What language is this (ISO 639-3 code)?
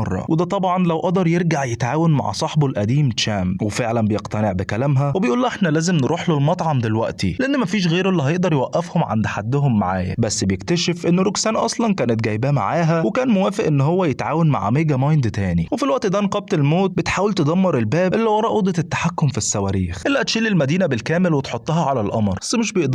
arz